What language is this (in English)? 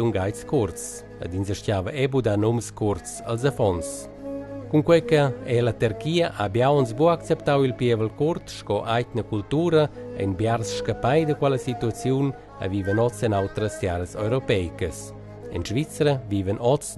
Romansh